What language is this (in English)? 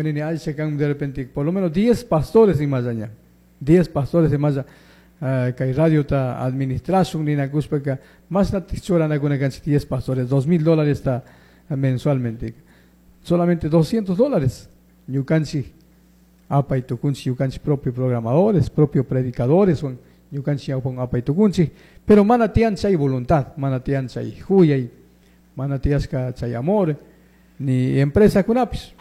Chimborazo Highland Quichua